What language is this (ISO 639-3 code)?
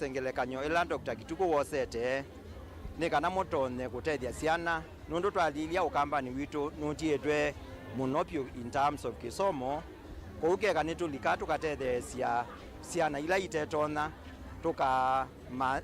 kam